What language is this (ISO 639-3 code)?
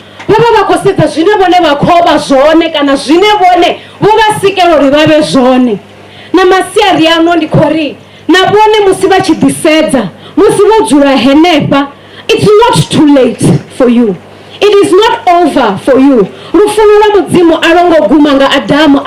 ven